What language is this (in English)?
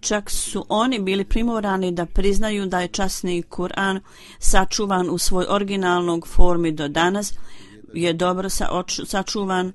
Bosnian